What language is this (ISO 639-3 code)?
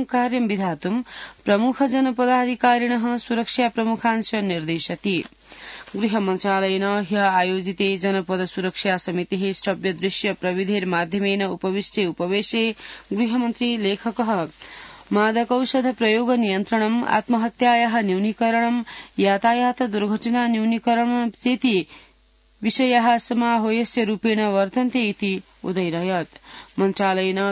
san